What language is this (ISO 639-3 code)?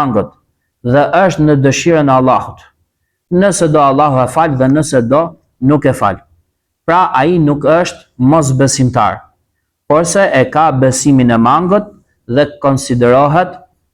sqi